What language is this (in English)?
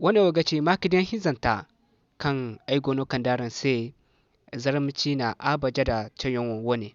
Zarma